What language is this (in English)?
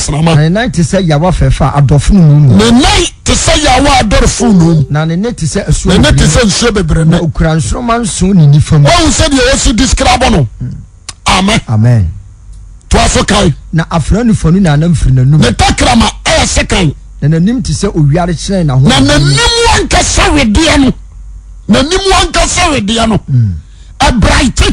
Akan